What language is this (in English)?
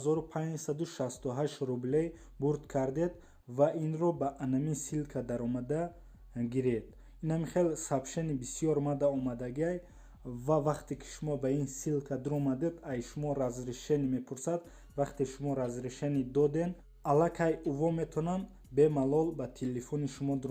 Tajik